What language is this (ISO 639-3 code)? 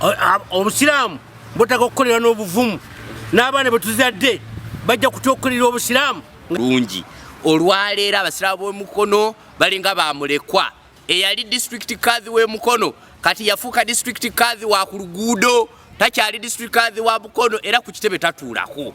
lug